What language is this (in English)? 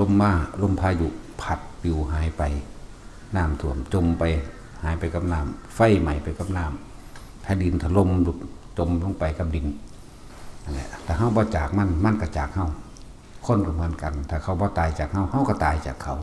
Northeastern Thai